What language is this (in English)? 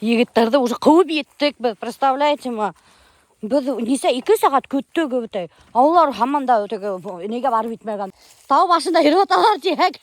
Bashkir